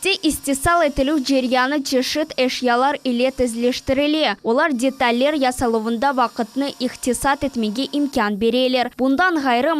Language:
Crimean Tatar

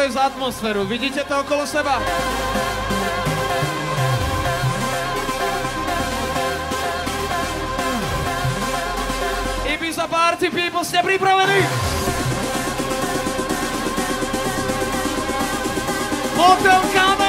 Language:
Slovak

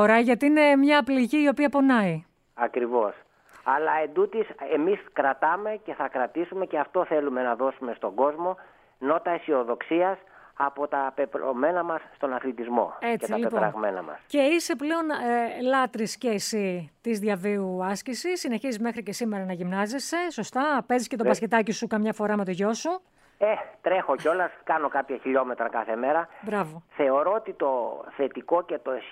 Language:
Greek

